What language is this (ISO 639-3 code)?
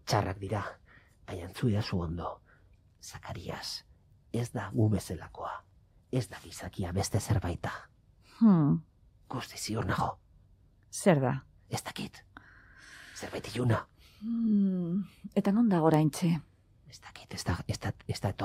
eus